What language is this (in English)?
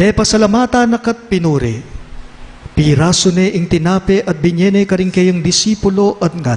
Pampanga